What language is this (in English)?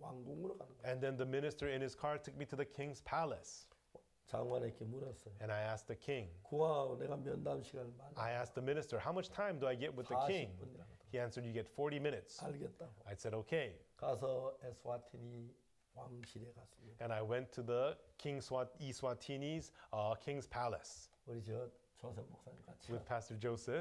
Korean